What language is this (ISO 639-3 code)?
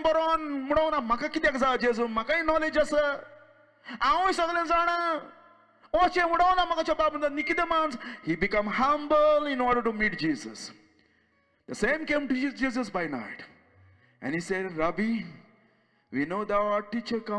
kok